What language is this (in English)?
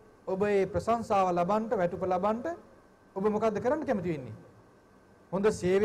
Sinhala